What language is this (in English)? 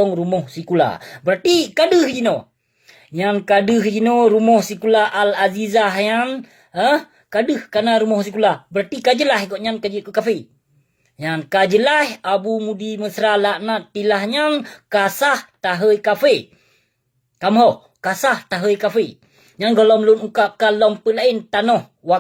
Achinese